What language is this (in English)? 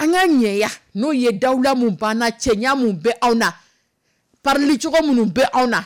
Dyula